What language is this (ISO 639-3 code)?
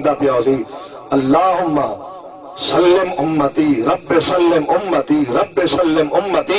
skr